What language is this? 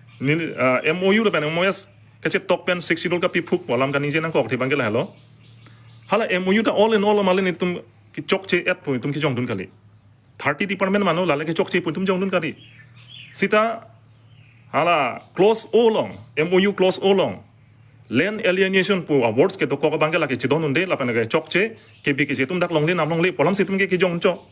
Karbi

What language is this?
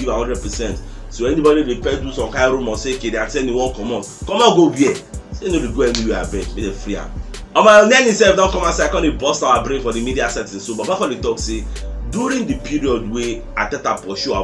Nigerian Pidgin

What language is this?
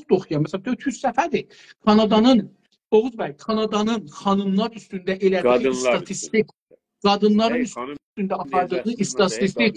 South Azerbaijani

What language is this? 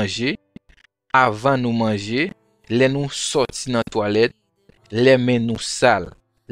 Haitian Creole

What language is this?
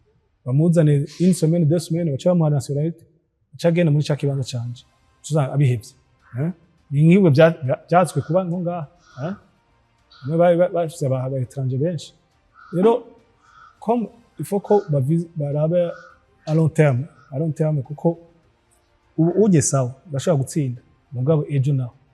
Rundi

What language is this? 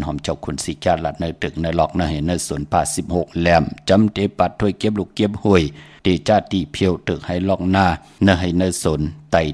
Shan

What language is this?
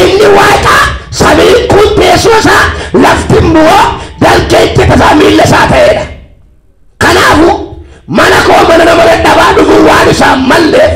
Oromo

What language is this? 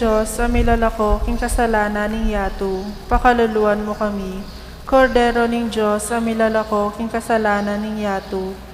Pampanga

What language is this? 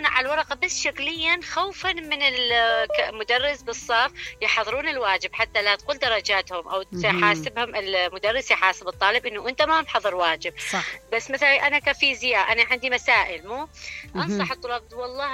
Mesopotamian Arabic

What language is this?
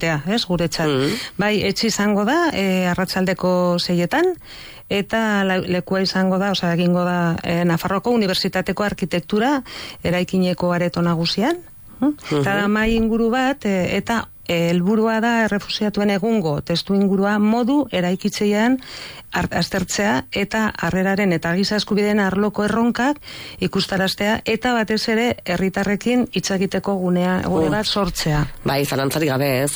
Basque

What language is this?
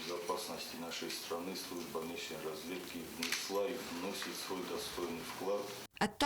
Ossetic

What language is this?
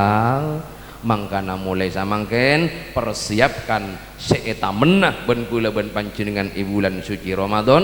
Madurese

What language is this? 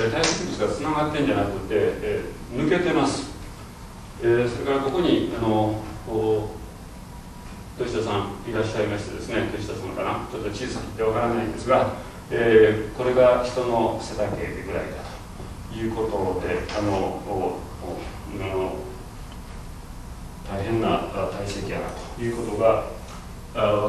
Japanese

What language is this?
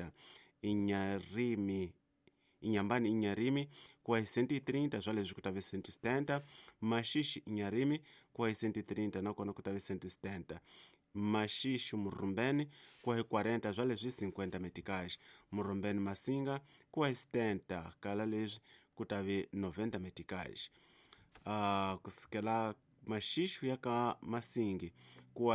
Tsonga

